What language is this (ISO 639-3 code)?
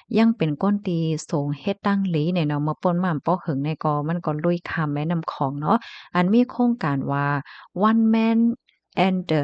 shn